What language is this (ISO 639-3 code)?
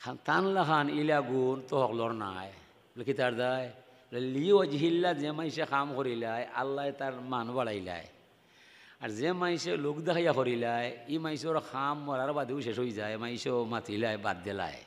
syl